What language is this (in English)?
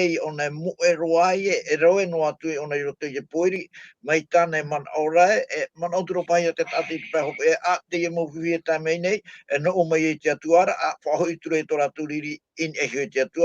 Tahitian